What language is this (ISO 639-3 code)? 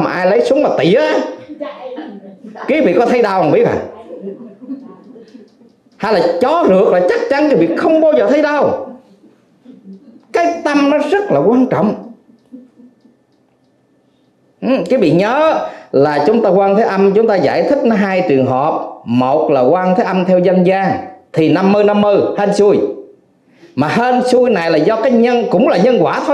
vie